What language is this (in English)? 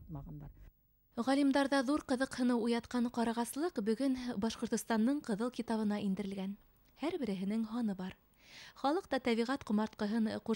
Bashkir